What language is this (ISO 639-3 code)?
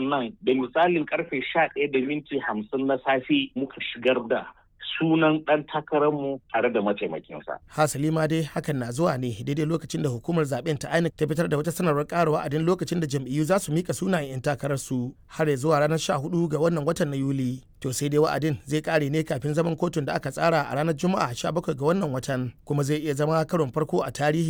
hau